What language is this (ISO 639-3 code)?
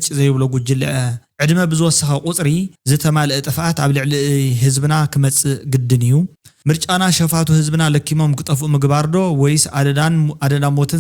tir